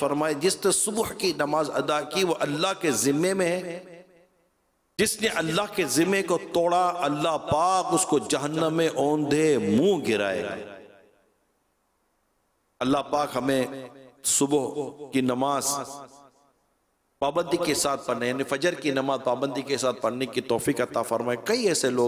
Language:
Urdu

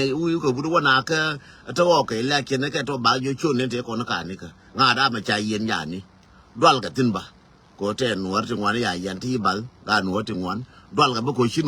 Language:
Nuer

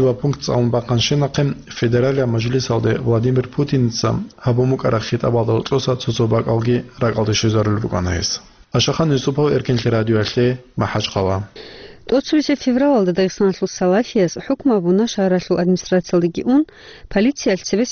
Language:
Avaric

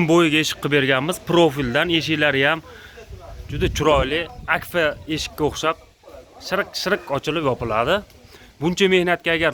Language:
Uzbek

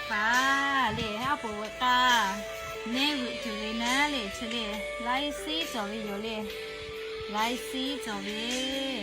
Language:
Lahu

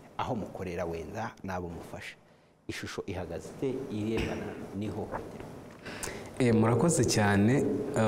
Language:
Kinyarwanda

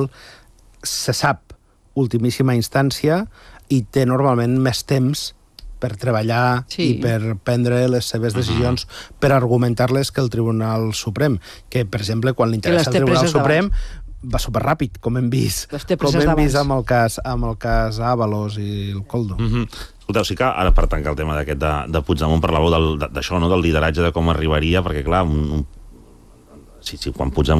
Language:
Catalan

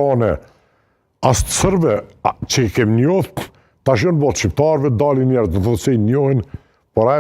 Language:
Albanian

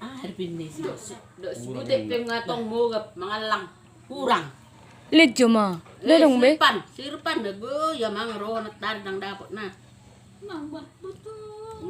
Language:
Batak Toba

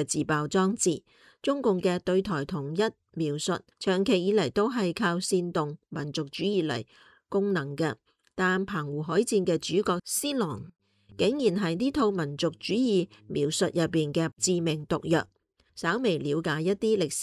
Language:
Cantonese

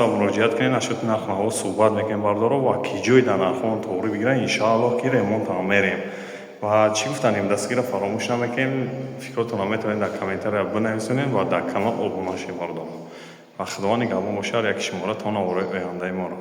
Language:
Tajik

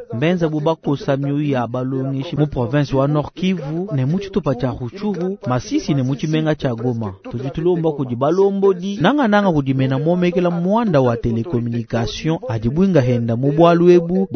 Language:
Luba-Lulua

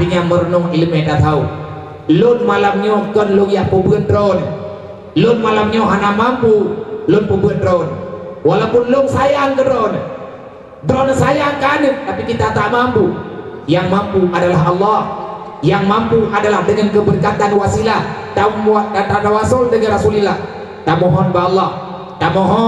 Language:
Achinese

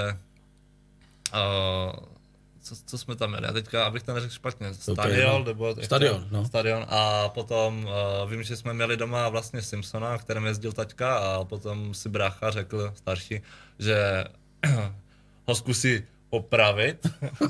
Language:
Czech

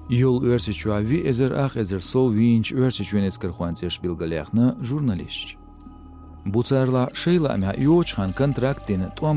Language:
Chechen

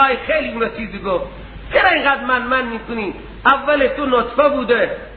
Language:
Persian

